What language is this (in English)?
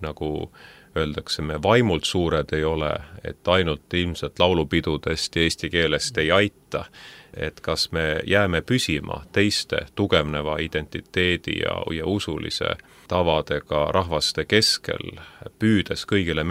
Estonian